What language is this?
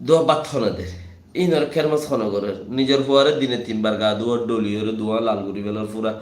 Rohingya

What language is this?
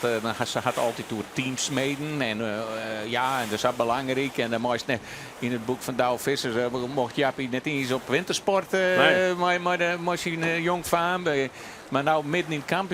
Western Frisian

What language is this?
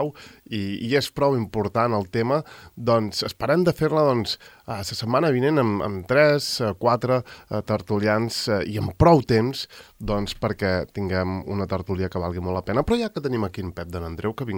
Catalan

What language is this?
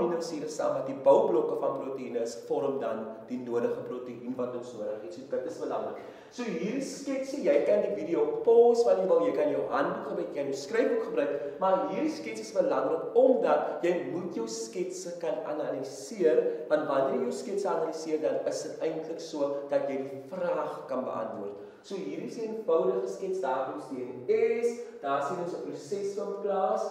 Afrikaans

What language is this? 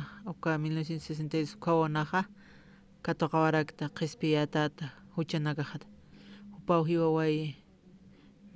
Aymara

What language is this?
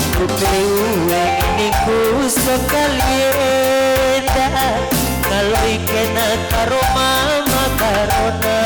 Batak Karo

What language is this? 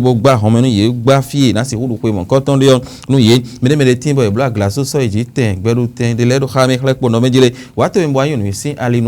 Fon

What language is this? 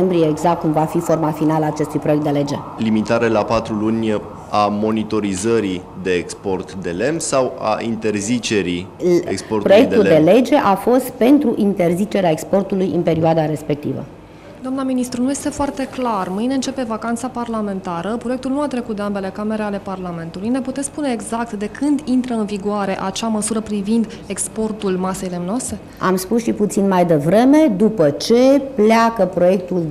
Romanian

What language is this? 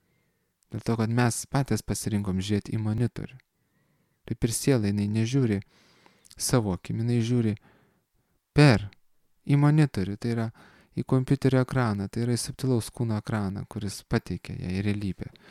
Lithuanian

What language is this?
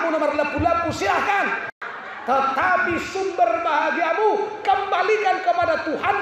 Batak Toba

